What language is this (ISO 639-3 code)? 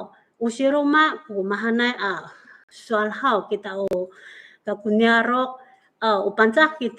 ami